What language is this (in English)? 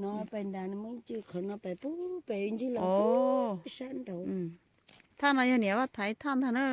Hmong